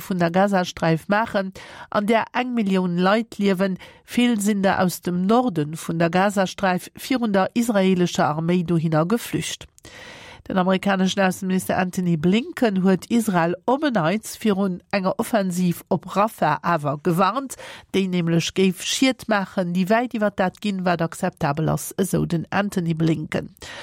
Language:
Luxembourgish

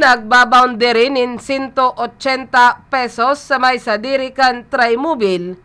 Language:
Bikol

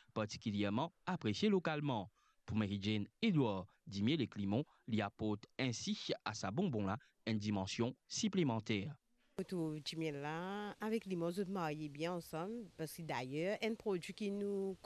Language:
Morisyen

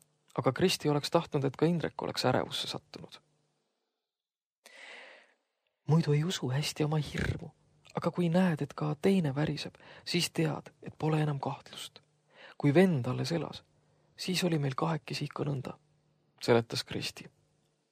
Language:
Estonian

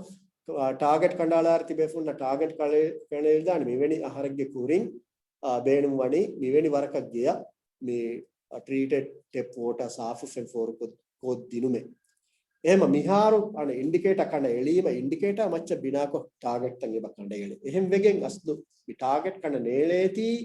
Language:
Divehi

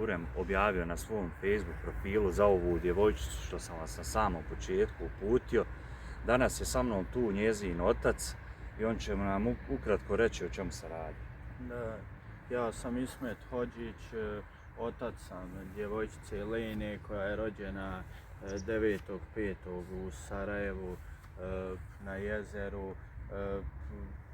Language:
Bosnian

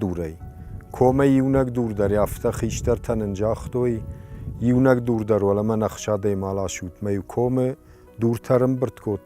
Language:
Ossetic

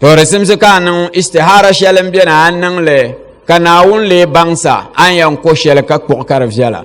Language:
Dagbani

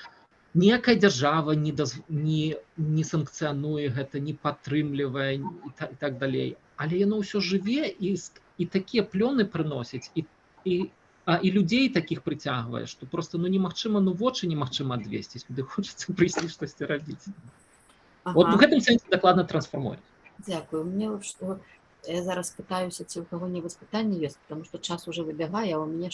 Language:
Belarusian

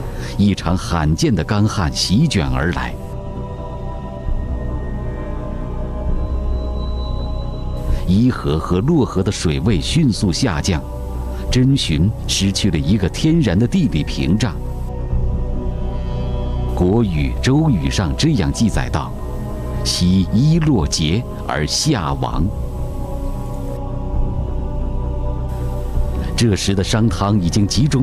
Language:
Chinese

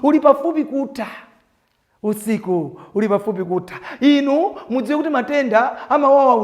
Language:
Nyanja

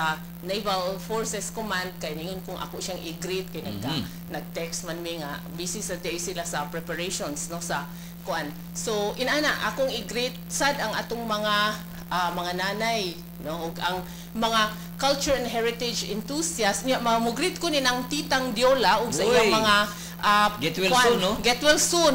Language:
Cebuano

